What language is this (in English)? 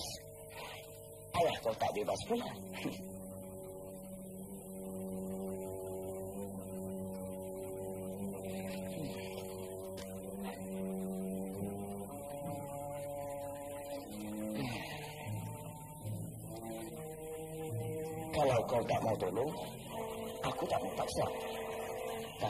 Malay